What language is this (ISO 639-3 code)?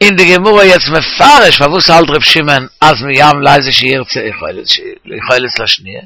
yid